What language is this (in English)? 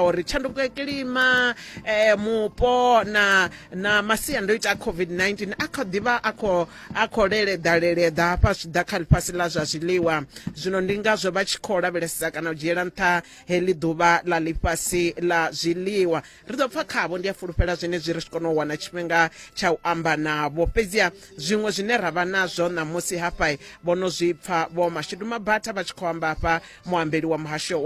Venda